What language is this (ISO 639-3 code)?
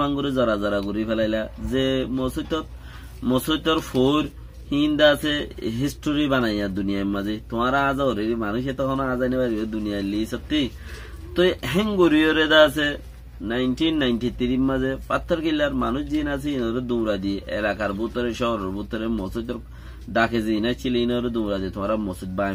rhg